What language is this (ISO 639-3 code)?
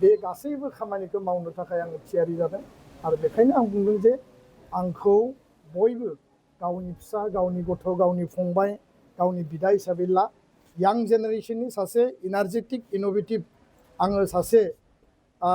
brx